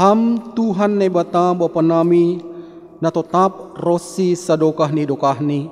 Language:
Batak Simalungun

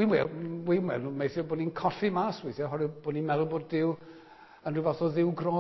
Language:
Welsh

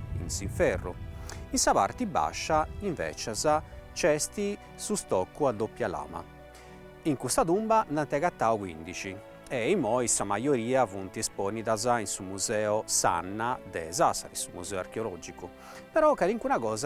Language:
Sardinian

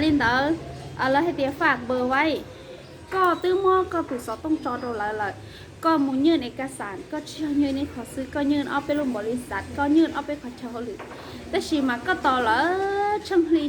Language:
Hmong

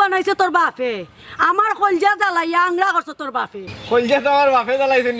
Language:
Sylheti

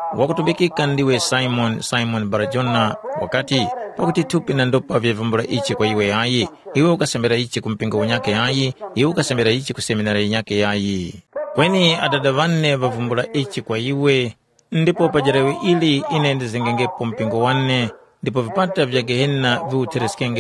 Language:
Tumbuka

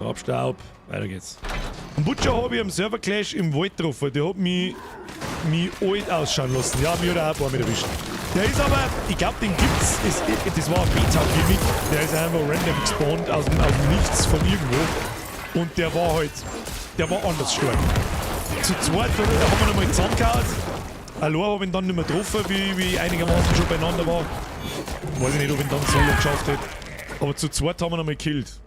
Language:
Bavarian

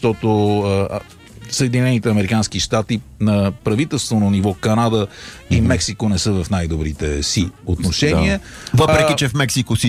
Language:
Bulgarian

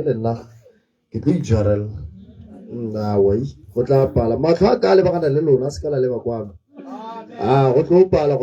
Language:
Tswana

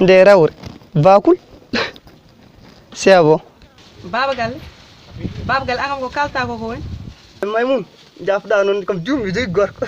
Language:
Fula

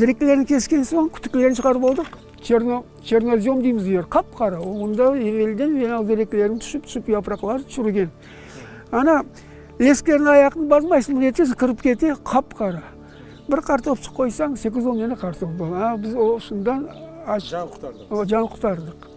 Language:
Crimean Tatar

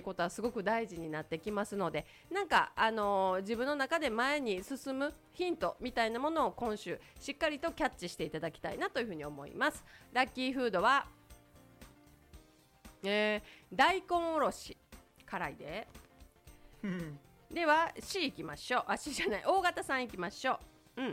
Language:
Japanese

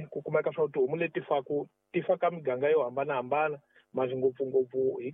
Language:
Tsonga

